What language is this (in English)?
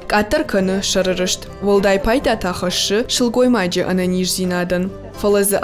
Ossetic